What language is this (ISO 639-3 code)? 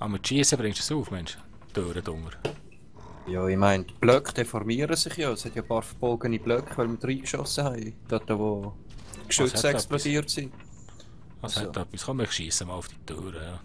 gsw